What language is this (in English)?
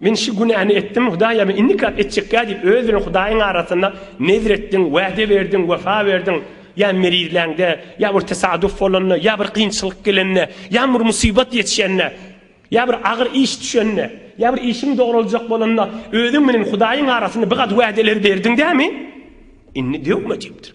Turkmen